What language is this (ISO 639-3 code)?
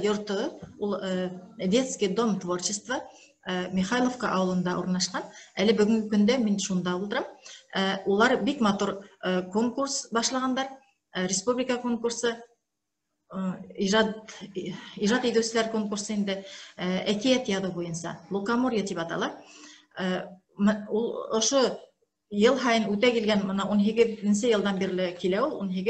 bak